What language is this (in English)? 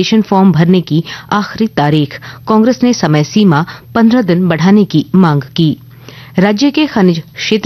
Hindi